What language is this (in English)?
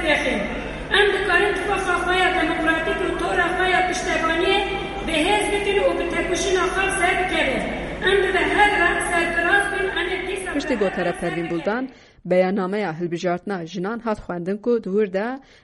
Kurdish